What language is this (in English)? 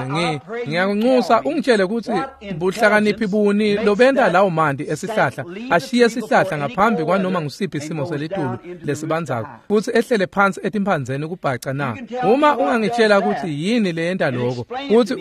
Swati